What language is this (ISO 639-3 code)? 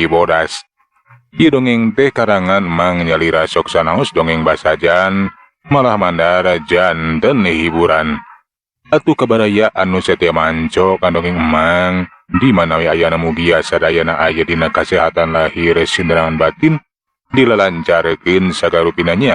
sun